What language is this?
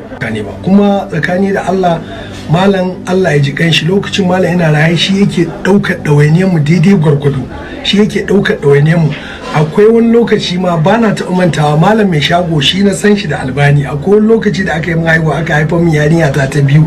Hausa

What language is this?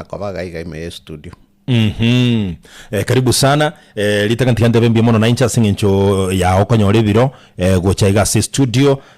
Gusii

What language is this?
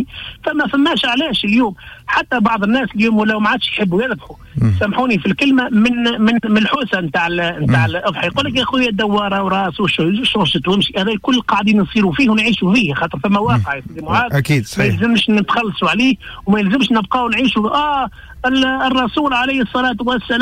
Tunisian Arabic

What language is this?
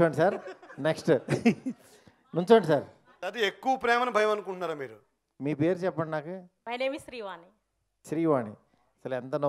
Telugu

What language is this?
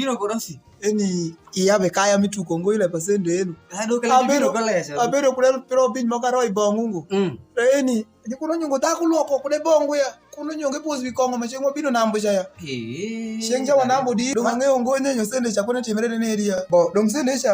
Alur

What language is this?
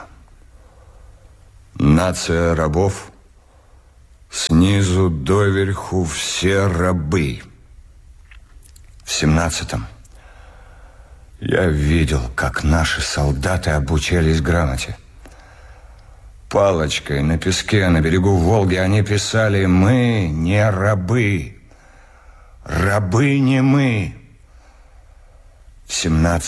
Russian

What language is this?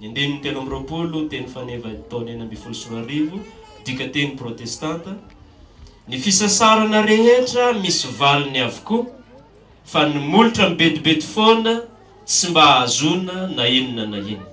Malagasy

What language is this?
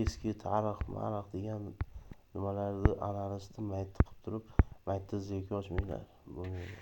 Uzbek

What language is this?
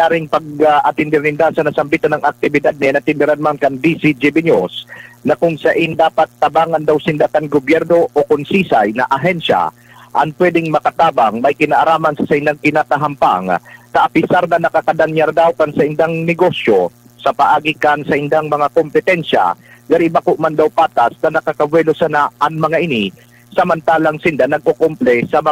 Bikol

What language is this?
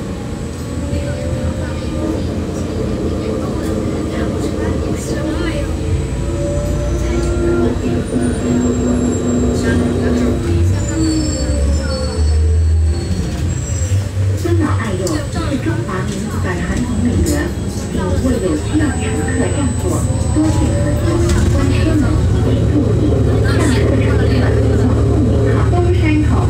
Chinese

